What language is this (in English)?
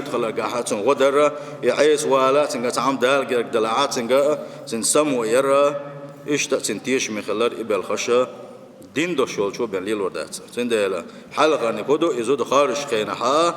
Chechen